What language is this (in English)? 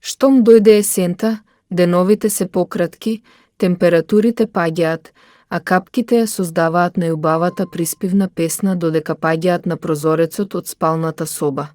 Macedonian